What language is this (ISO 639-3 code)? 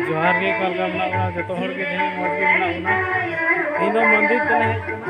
sat